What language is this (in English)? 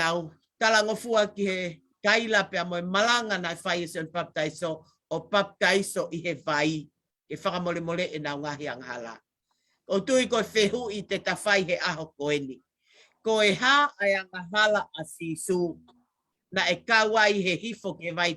Tongan